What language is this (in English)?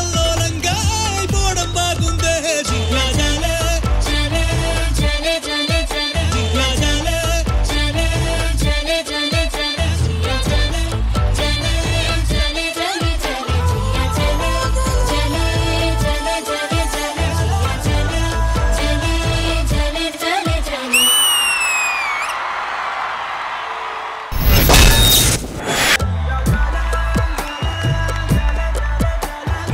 Telugu